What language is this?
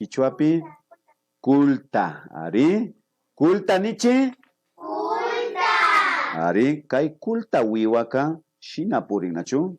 Imbabura Highland Quichua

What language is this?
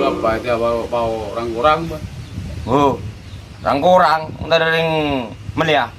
Madurese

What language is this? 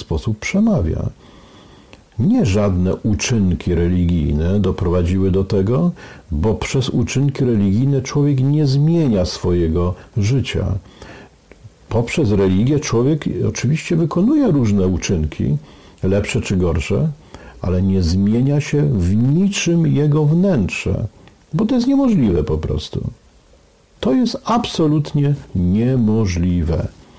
Polish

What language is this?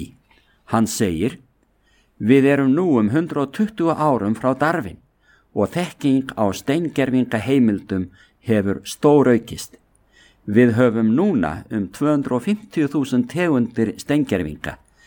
Icelandic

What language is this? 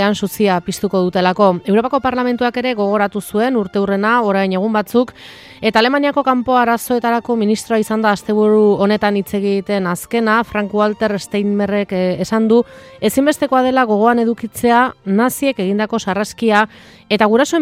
Basque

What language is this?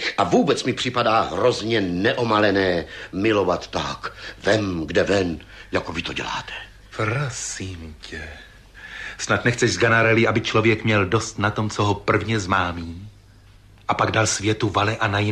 Czech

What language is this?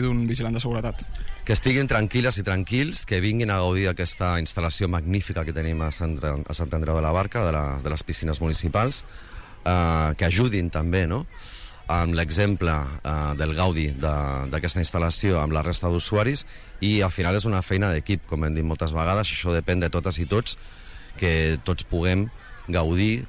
Catalan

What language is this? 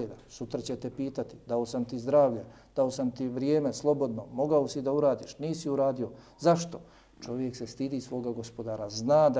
Bosnian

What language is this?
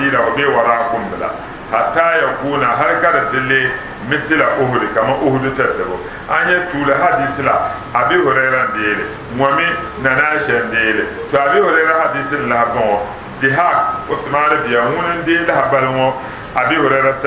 Dagbani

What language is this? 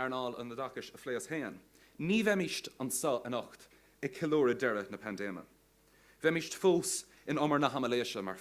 Irish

